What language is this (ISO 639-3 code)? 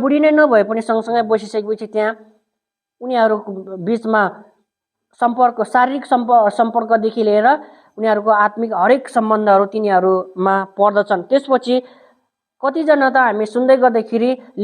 nep